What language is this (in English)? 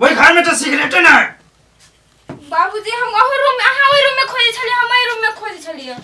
Maithili